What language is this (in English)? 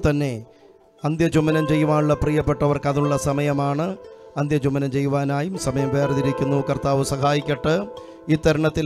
Malayalam